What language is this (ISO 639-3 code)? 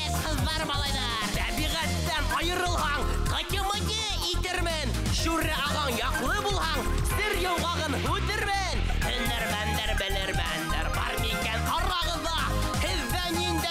bak